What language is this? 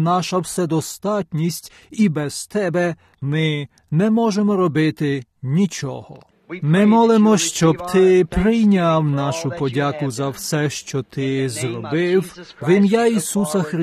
Ukrainian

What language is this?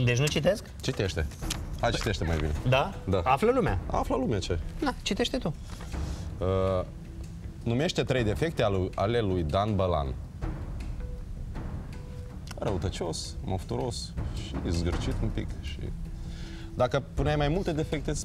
Romanian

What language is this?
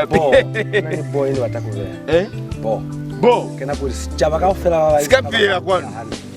Lozi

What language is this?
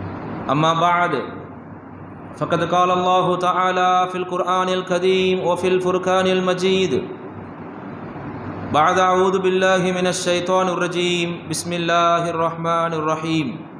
Tamil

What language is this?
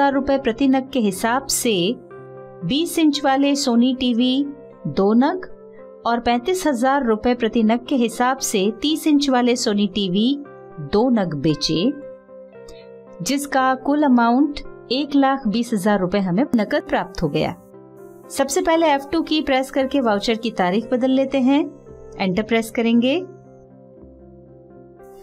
Hindi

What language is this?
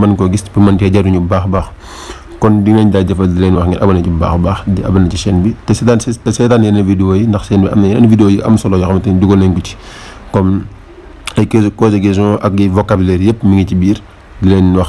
Wolof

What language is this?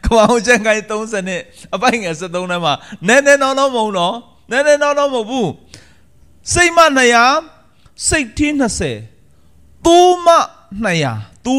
Burmese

